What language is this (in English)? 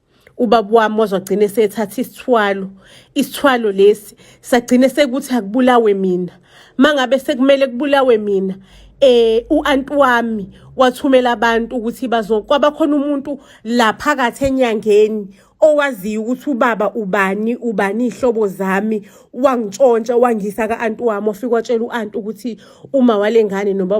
Zulu